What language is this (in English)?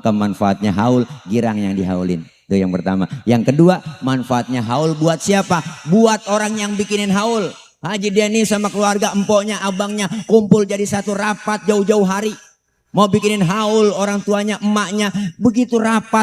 Betawi